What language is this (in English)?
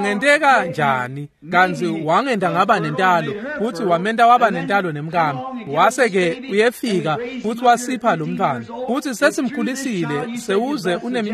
Swati